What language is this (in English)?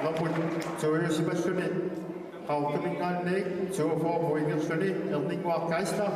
Kalaallisut